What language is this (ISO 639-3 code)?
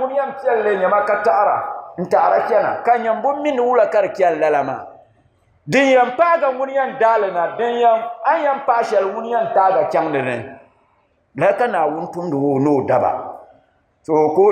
dag